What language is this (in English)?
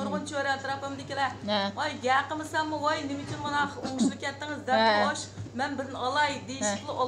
Uyghur